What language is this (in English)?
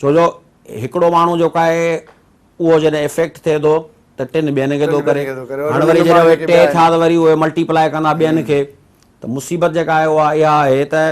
Sindhi